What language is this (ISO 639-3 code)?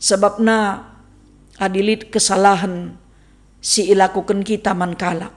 btx